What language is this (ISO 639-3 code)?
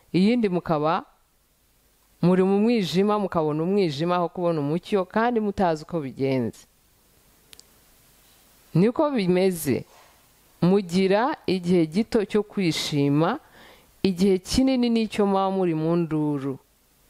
kin